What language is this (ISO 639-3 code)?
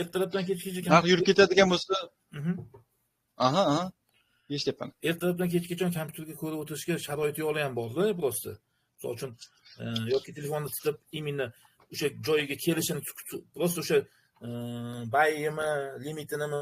uzb